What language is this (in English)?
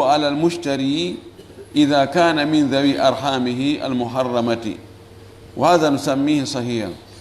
Fula